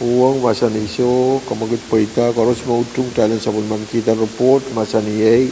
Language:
Pohnpeian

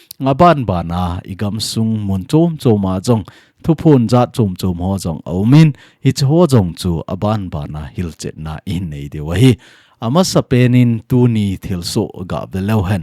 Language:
Thado Chin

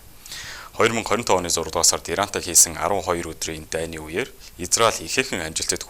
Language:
Mongolian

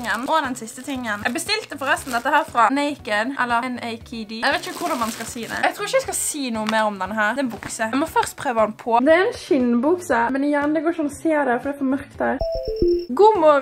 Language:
Norwegian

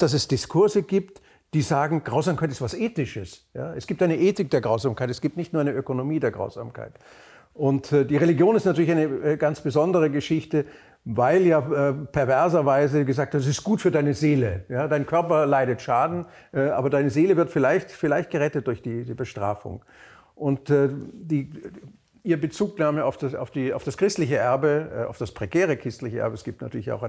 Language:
German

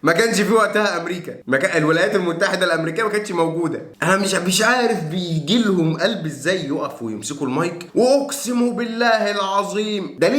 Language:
Egyptian Arabic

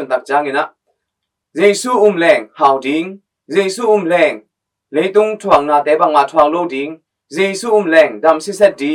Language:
Tedim Chin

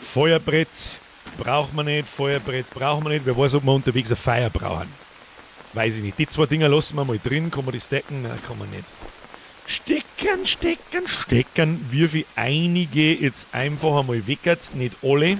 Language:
Bavarian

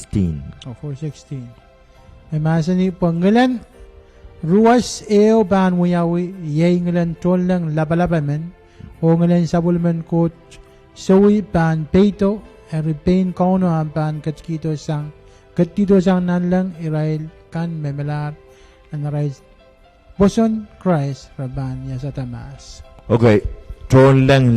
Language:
Pohnpeian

